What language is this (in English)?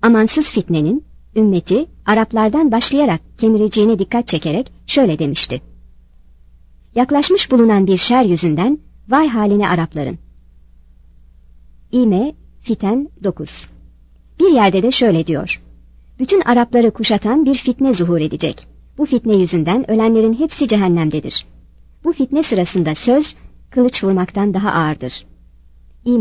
Turkish